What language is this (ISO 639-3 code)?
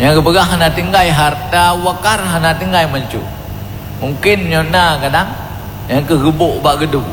ace